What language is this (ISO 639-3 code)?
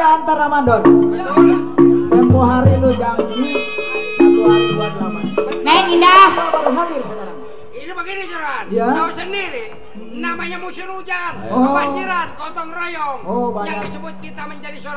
bew